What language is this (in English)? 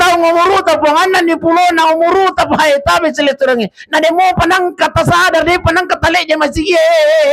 Buginese